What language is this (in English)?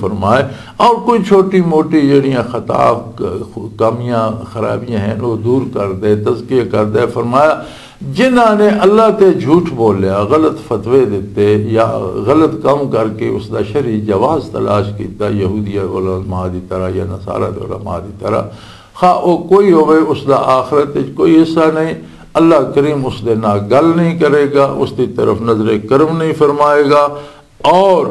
Western Panjabi